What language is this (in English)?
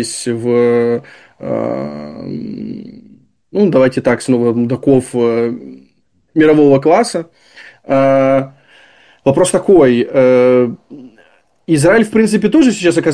Russian